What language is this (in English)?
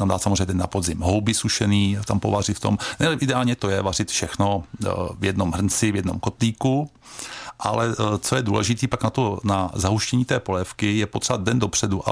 Czech